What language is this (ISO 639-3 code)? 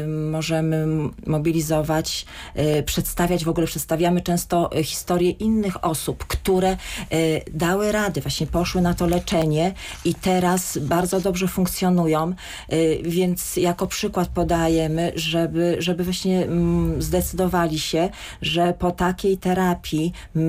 pol